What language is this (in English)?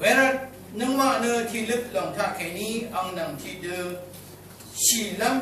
Rawang